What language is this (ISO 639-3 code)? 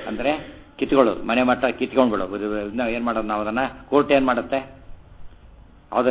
kan